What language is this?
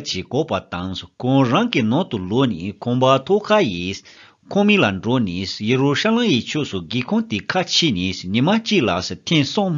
Tibetan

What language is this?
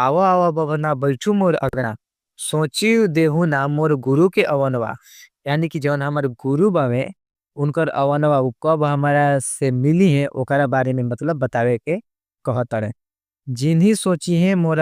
Bhojpuri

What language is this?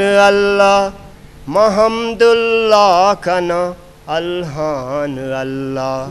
Eastern Balochi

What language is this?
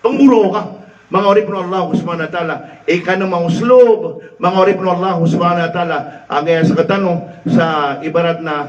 Maranao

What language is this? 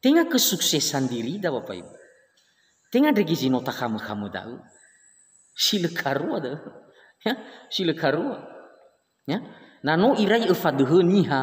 Nias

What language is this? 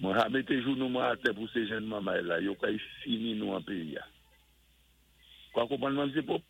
Saint Lucian Creole French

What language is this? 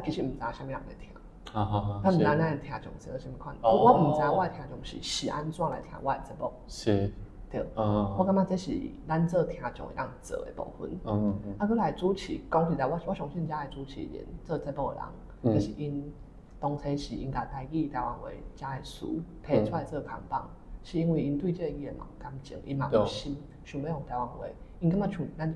Min Nan Chinese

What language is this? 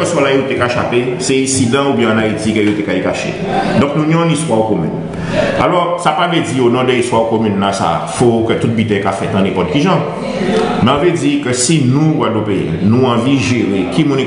Guadeloupean Creole French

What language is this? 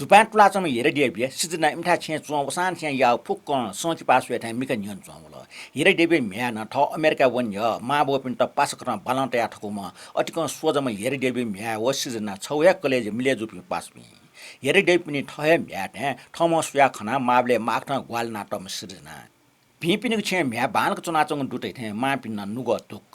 Newari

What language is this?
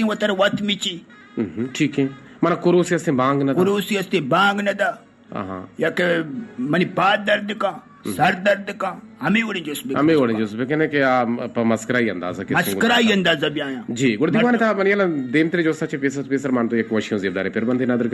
Eastern Balochi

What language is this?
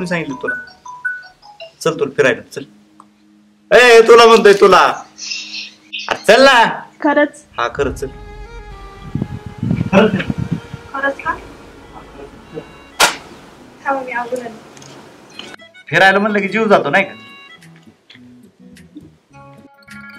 Marathi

